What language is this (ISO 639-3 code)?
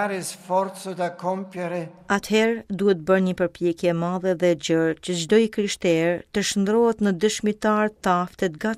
sqi